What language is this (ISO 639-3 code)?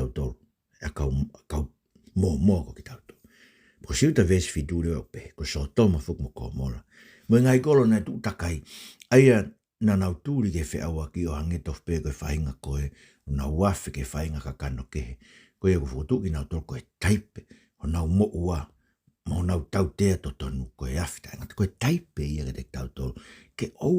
ton